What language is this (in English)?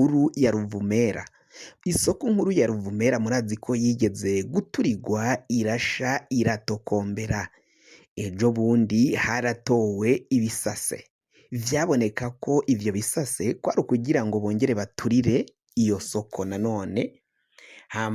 Rundi